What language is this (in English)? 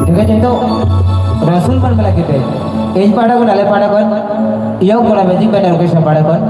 Santali